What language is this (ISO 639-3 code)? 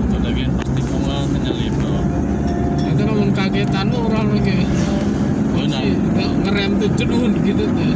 sun